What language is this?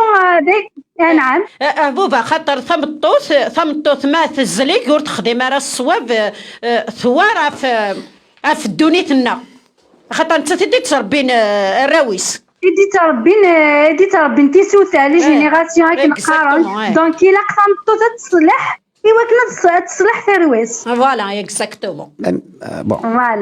Kabyle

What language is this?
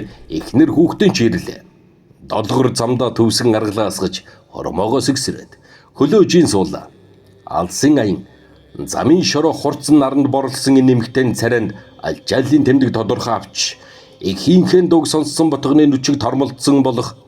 Mongolian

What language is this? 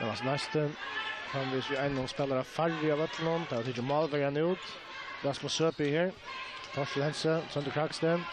Faroese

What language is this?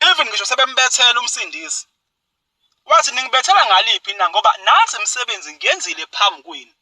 Zulu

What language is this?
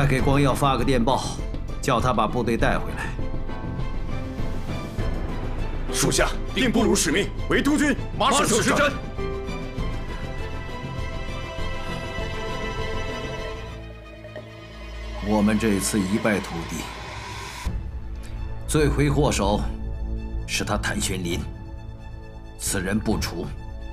Chinese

